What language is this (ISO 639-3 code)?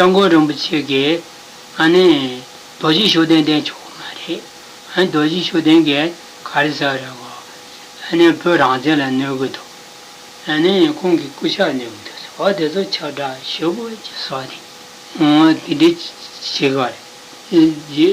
bod